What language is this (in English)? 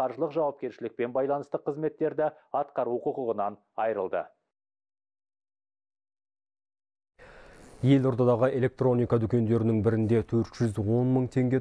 Kazakh